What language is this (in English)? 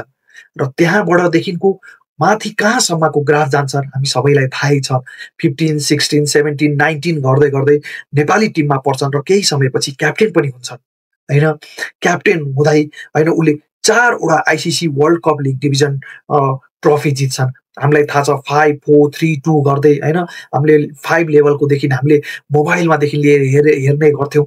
Nepali